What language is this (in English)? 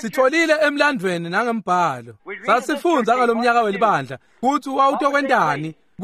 Swati